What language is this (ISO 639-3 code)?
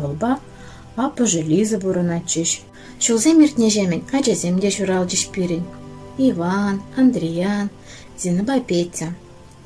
chv